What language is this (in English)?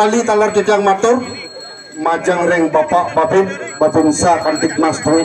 Balinese